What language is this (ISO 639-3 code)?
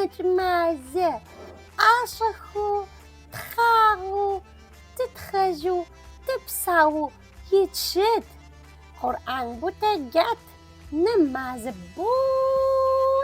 ady